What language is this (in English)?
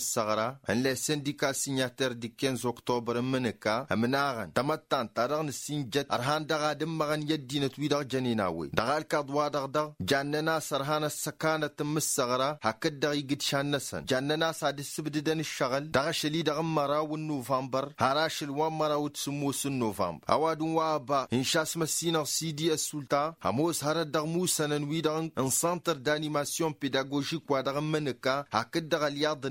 Tamasheq